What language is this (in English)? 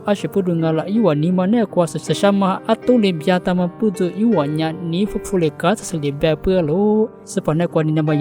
Lisu